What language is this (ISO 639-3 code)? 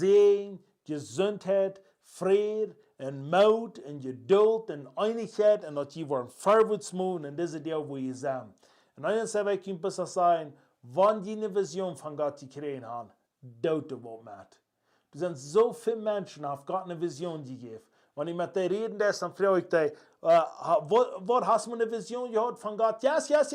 pdt